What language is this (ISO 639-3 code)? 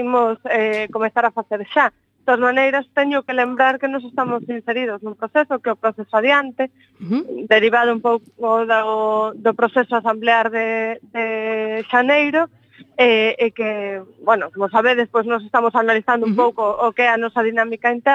glg